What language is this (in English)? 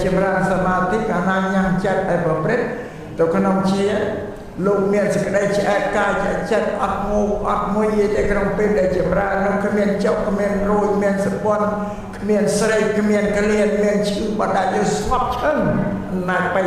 Khmer